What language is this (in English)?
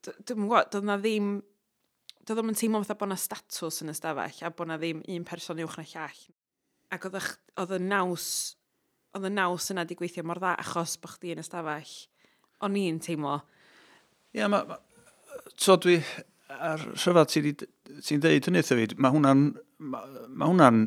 Welsh